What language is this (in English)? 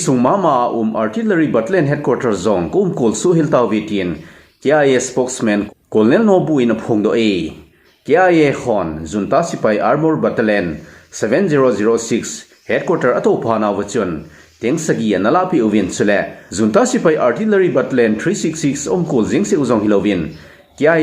Thado Chin